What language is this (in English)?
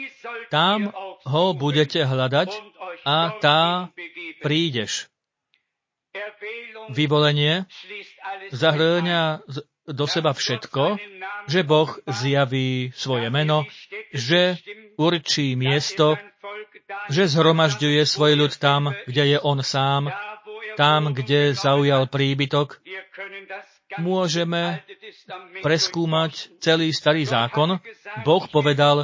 Slovak